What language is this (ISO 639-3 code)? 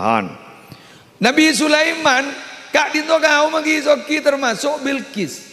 mad